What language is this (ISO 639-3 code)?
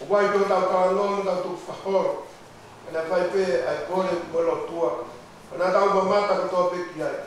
ton